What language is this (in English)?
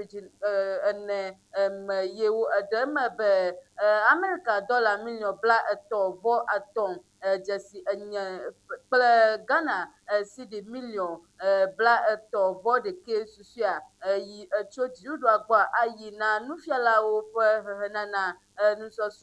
Ewe